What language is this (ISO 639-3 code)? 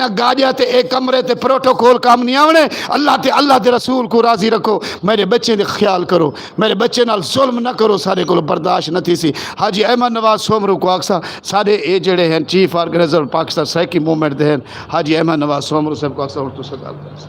skr